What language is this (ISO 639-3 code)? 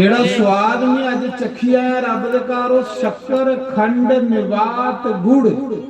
doi